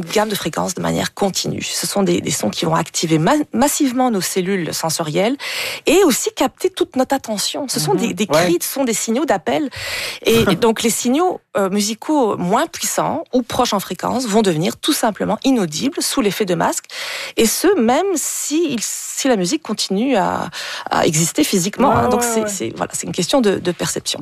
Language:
French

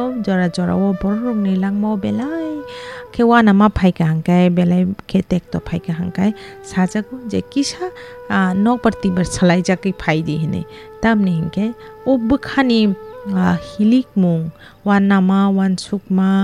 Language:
Kok Borok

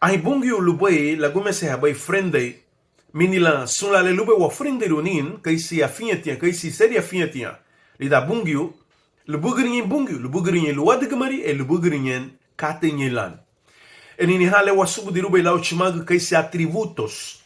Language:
Garifuna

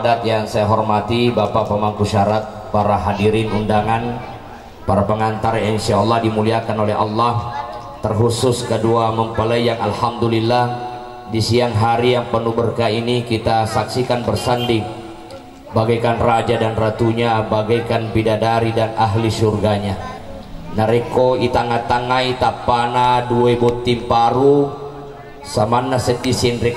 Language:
Buginese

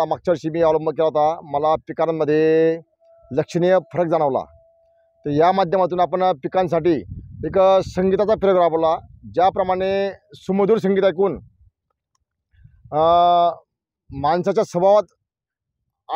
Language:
Marathi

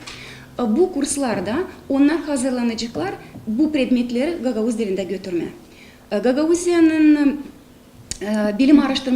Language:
Gagauz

